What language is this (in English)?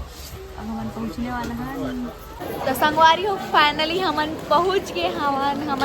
Chhattisgarhi